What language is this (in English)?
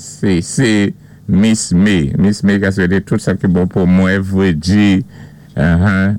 Saint Lucian Creole French